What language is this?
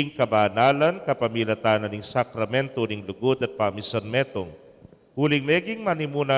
Pampanga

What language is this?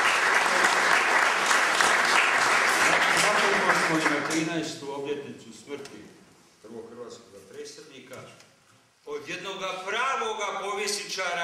Croatian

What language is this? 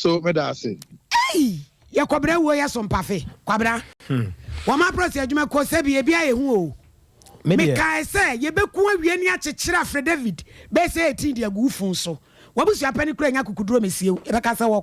Akan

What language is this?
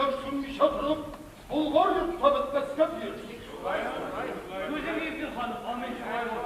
Tatar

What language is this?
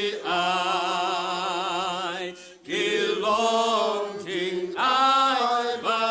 Khasi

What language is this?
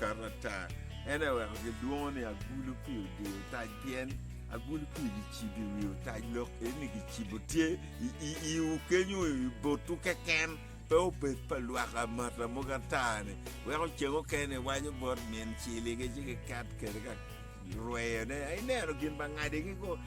Acoli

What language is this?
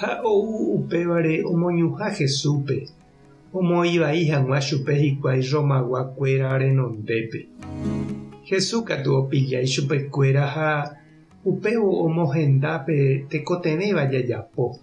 Guarani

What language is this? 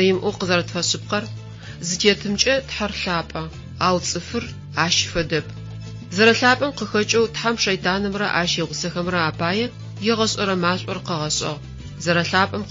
Adyghe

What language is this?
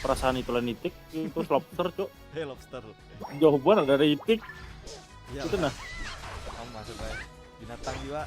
Banjar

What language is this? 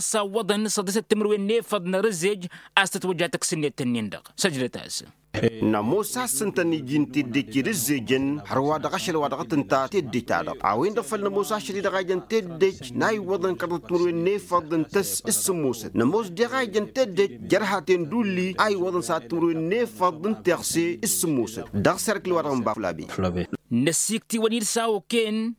Tamasheq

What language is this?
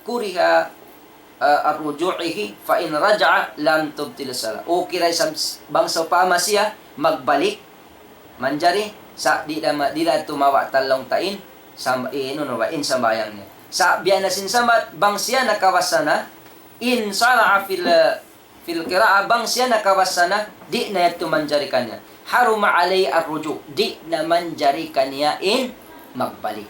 Tausug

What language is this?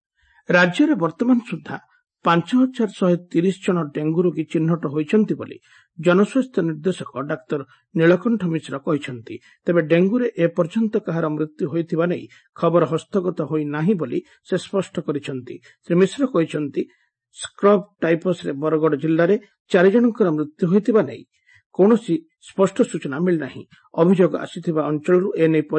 Odia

